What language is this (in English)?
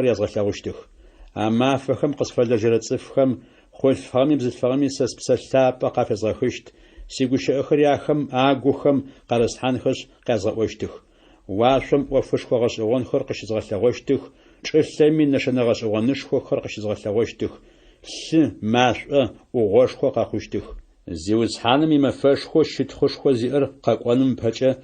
Adyghe